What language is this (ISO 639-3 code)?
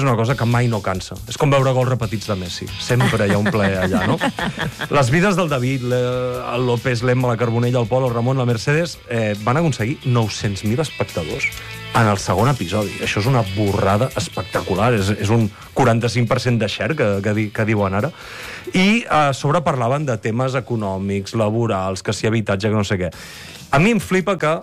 cat